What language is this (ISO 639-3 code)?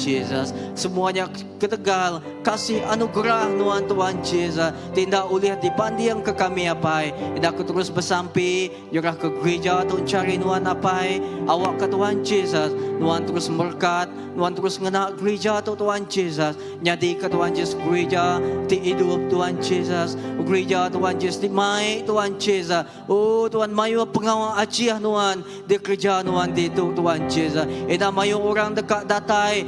iba